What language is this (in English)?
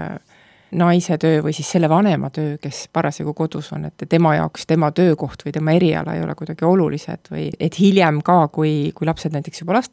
Estonian